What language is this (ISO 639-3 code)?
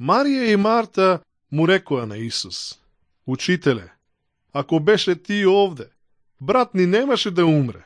mkd